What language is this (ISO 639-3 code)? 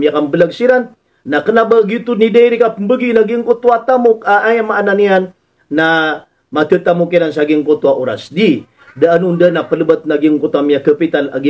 mrw